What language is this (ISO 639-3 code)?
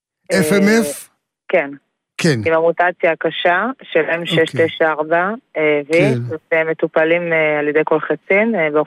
heb